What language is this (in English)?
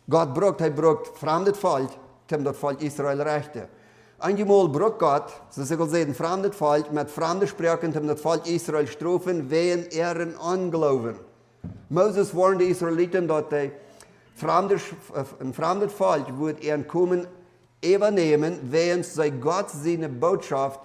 Plautdietsch